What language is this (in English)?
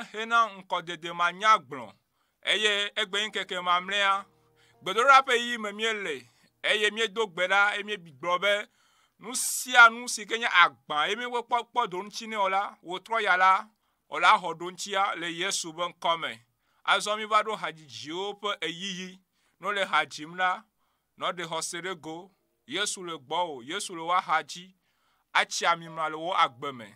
Ewe